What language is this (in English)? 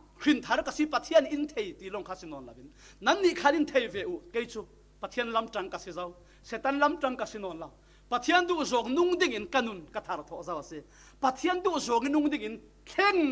Falam Chin